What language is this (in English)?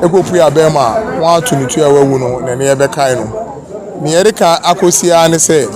Akan